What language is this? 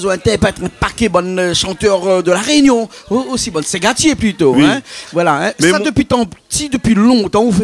Réunion Creole French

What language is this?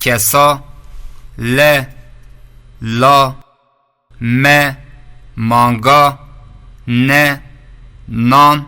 Zaza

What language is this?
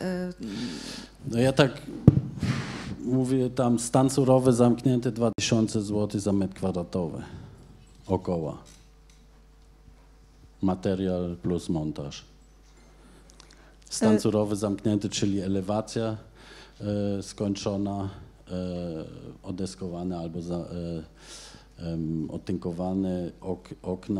Polish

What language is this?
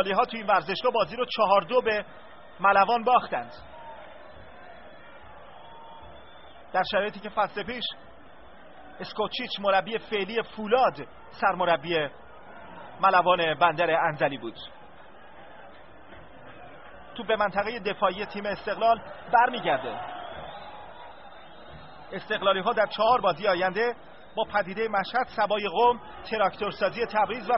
Persian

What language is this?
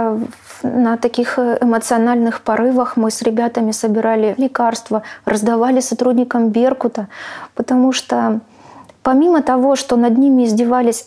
Russian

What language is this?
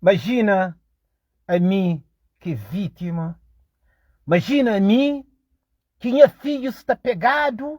Kabuverdianu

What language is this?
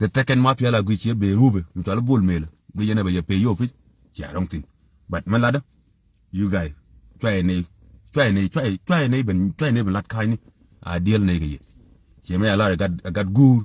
Nuer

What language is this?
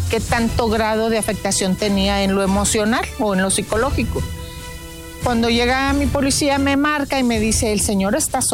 Spanish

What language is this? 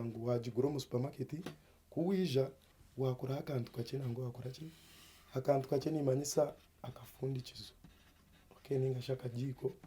Nyankole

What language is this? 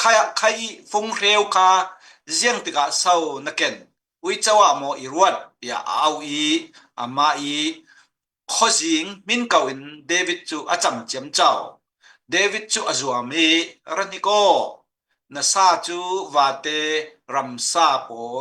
Falam Chin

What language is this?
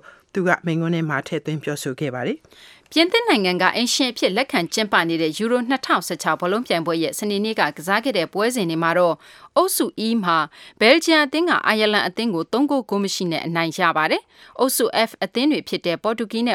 Burmese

